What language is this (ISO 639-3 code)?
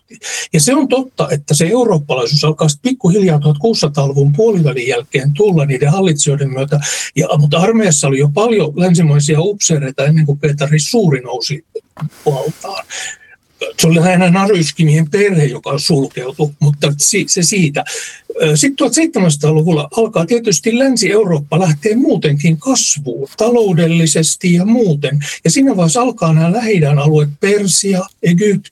fin